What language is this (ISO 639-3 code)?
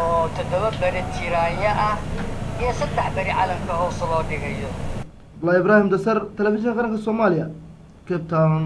som